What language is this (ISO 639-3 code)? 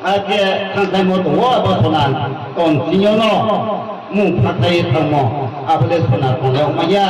ria